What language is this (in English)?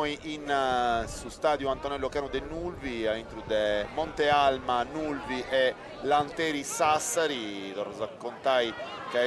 Sardinian